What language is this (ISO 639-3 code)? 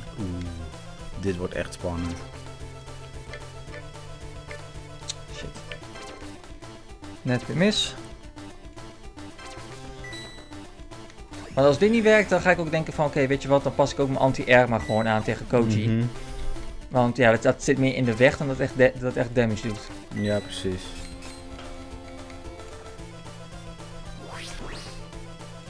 nld